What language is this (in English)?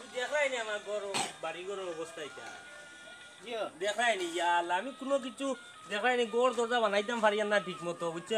Sylheti